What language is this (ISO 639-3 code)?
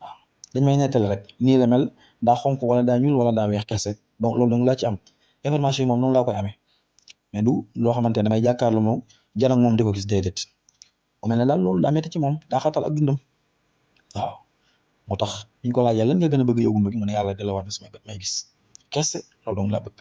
wol